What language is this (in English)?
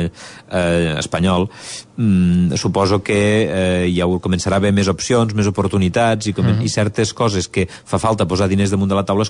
Catalan